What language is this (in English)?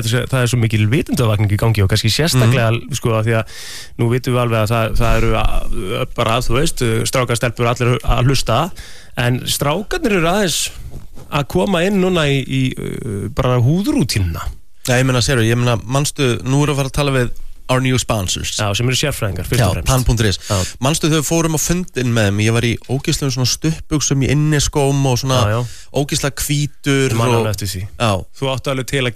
Icelandic